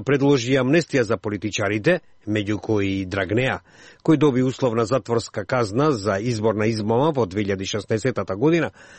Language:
Macedonian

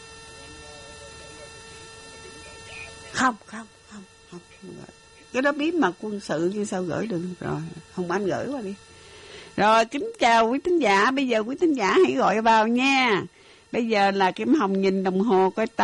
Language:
Vietnamese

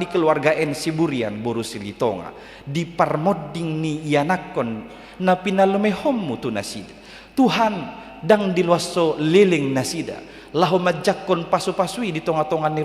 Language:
Batak Toba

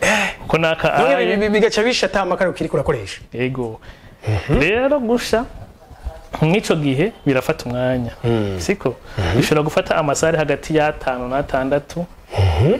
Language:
Rundi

